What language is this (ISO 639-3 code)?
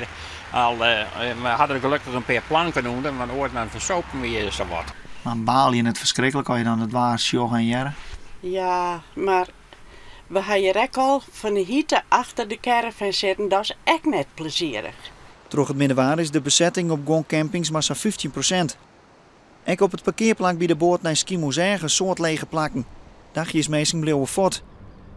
fry